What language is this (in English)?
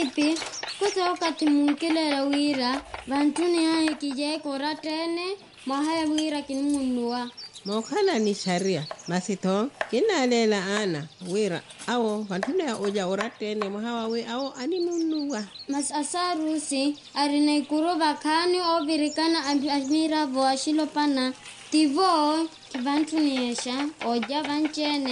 Makhuwa